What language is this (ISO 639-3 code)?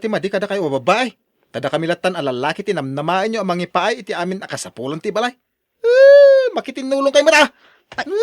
ilo